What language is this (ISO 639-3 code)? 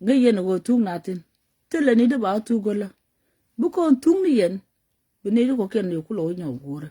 nus